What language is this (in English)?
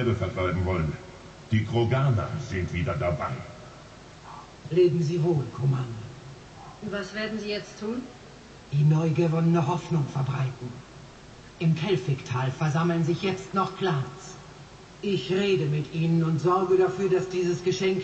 German